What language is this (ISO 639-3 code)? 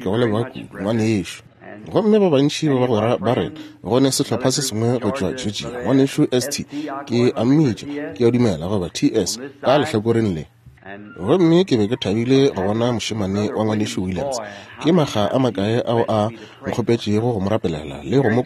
nso